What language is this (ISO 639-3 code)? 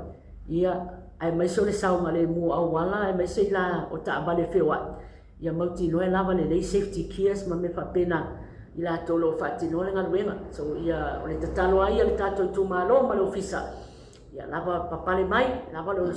smo